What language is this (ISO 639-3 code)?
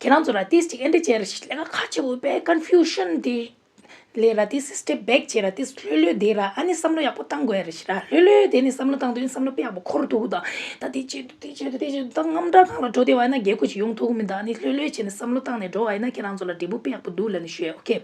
bod